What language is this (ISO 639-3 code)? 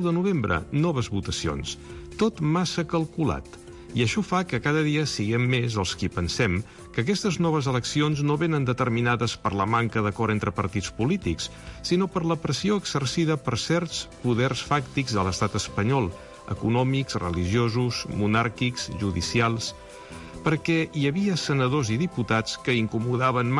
cat